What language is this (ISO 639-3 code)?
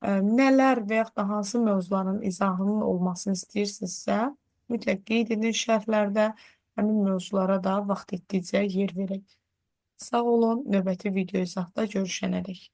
aze